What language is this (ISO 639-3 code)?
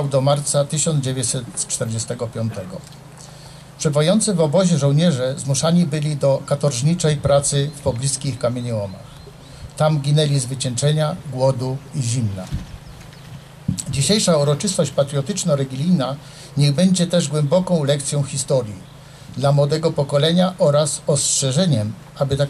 pol